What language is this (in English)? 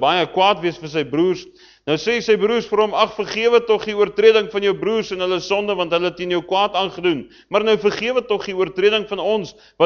Afrikaans